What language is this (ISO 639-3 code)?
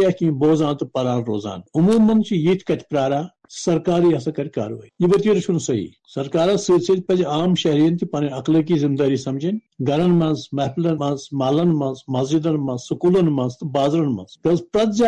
kas